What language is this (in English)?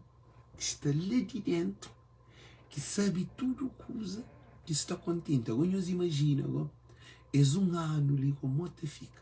Kabuverdianu